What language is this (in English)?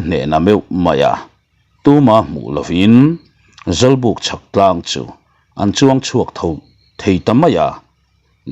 Mizo